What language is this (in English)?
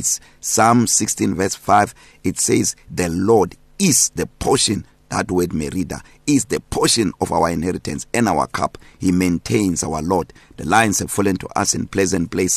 English